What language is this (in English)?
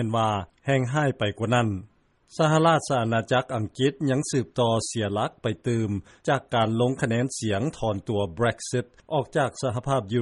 Lao